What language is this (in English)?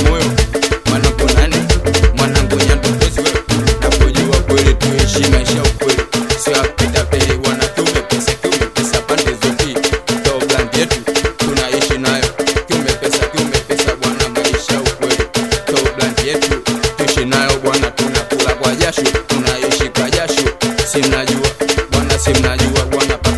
Swahili